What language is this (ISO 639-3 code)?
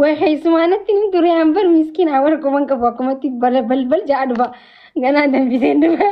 orm